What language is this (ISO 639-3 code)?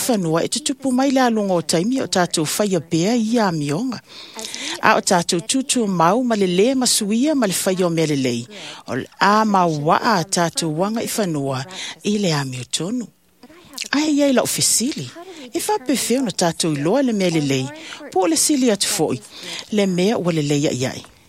smo